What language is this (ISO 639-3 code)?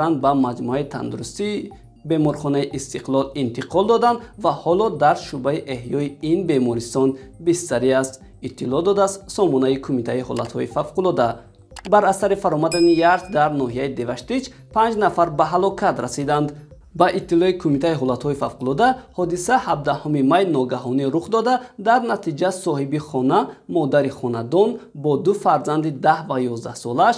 tgk